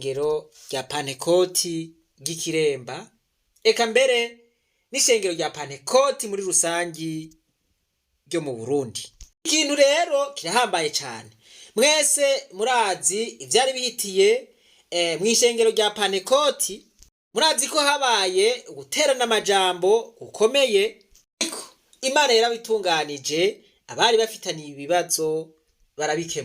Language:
Rundi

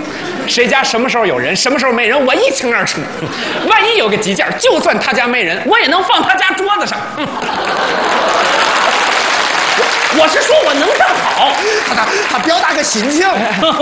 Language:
Chinese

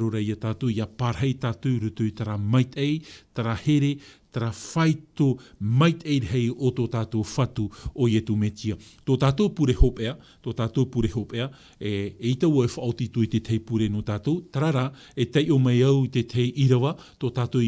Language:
Tahitian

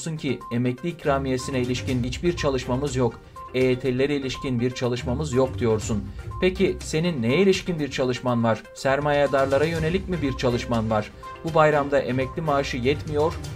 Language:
Turkish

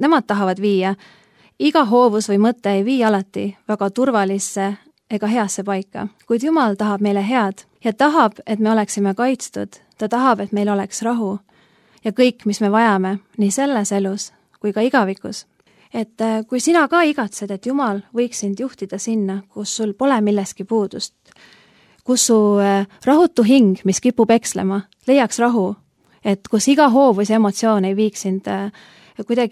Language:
Estonian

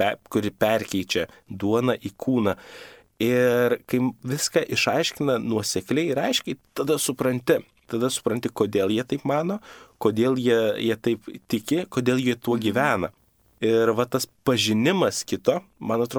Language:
Lithuanian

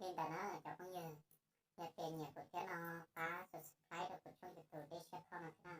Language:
Hmong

